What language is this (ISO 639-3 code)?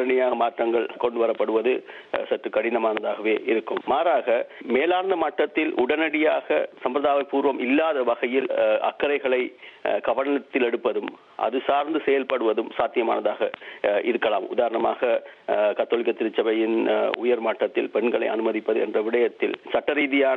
tam